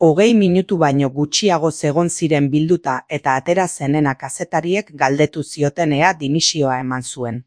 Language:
Basque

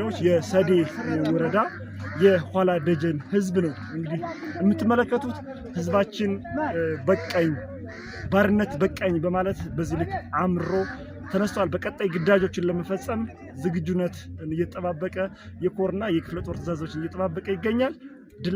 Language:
Amharic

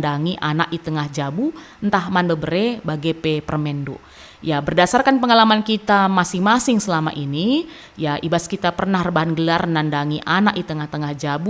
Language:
Batak Karo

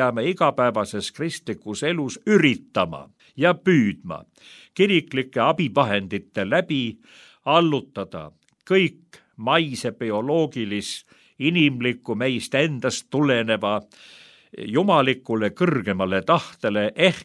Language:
Estonian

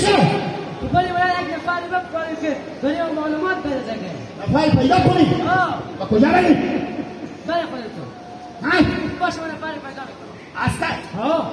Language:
Hazaragi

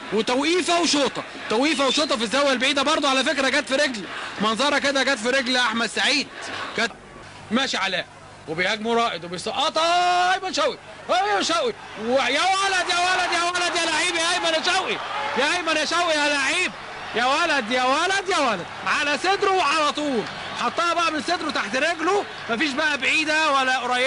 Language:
Egyptian Arabic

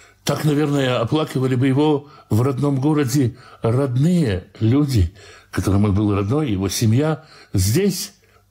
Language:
Russian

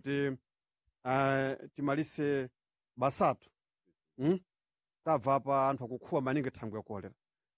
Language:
Sena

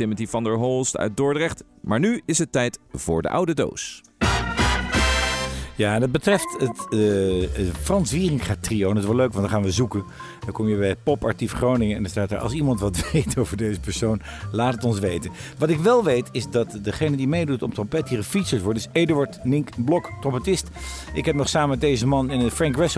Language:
Dutch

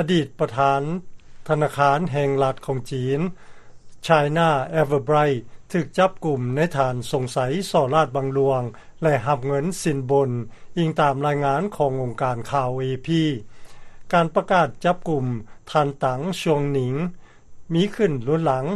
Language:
Lao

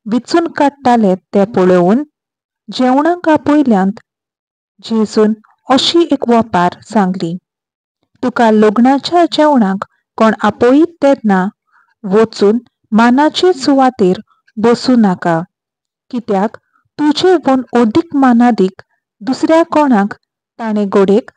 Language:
Konkani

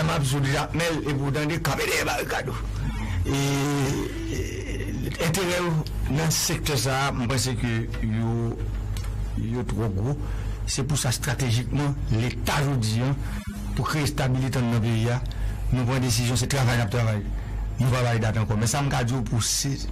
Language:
Haitian Creole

